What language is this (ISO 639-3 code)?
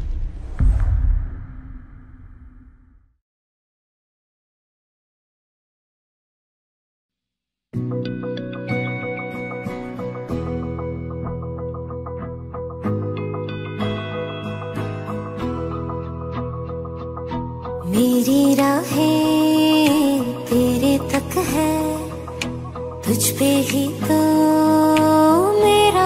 hin